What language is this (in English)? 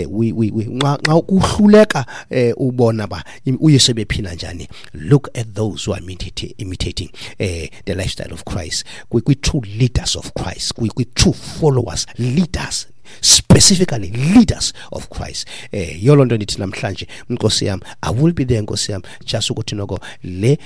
Xhosa